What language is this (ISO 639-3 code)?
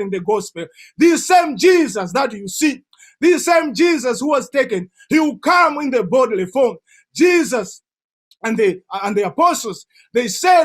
eng